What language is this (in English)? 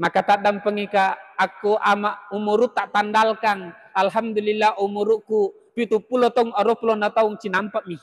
Buginese